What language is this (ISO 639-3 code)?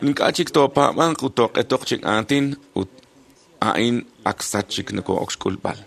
kek